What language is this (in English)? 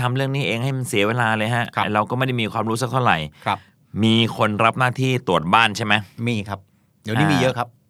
Thai